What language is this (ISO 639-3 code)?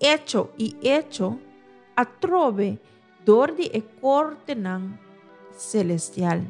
pap